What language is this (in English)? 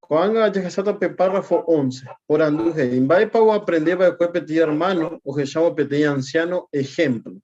Guarani